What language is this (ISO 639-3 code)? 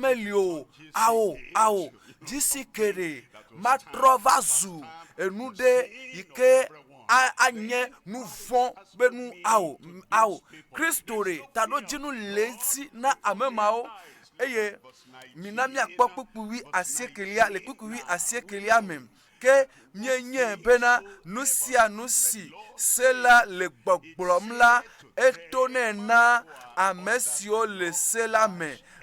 ewe